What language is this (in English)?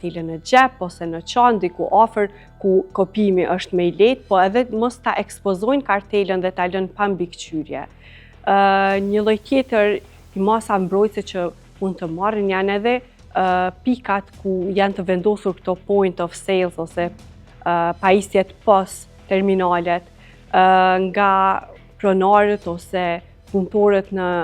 Albanian